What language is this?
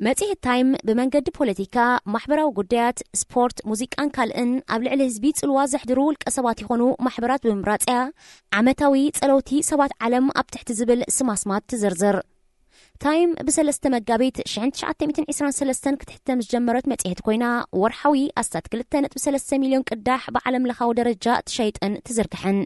Tigrinya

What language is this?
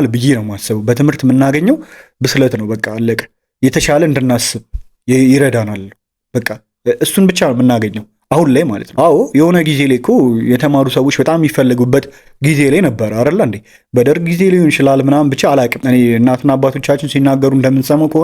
Amharic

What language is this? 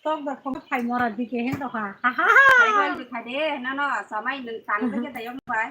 Kok Borok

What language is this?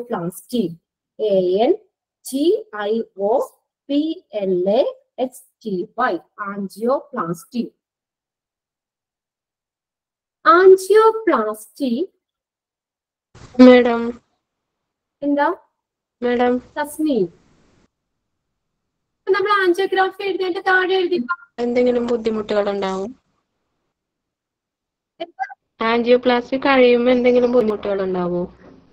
Malayalam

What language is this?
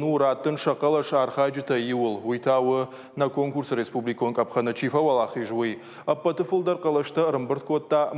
Ossetic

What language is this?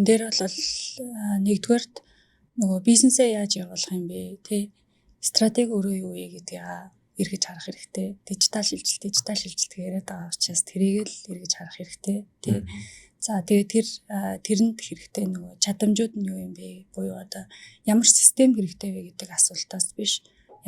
Mongolian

